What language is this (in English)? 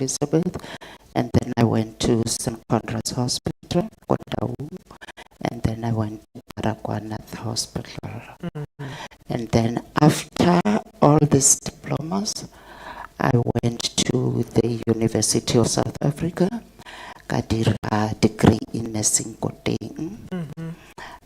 Tswana